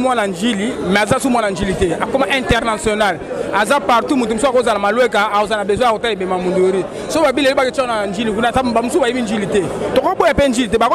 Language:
Lingala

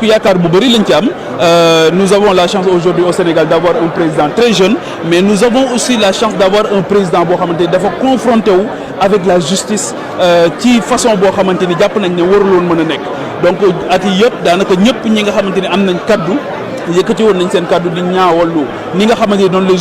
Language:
Wolof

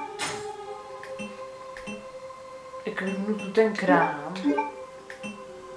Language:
Czech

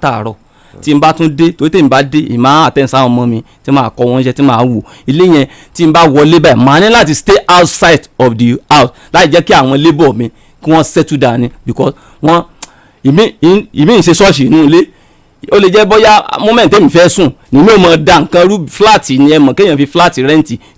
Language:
Yoruba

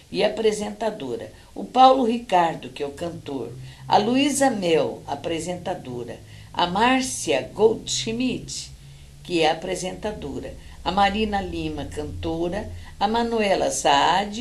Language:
Portuguese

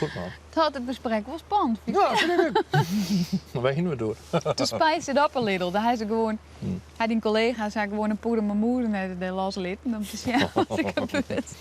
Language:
Western Frisian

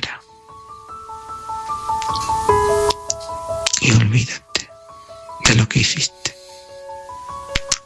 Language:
Spanish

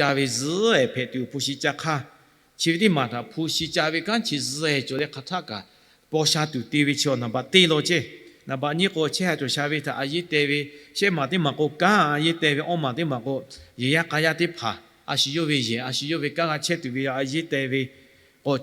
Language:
Lahu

